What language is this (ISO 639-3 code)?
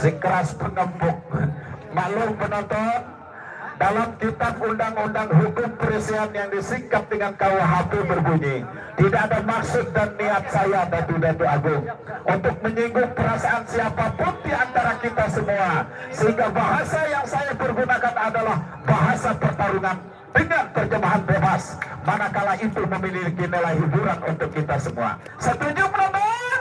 sas